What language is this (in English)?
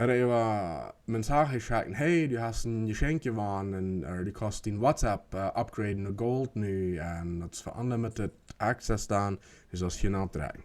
Plautdietsch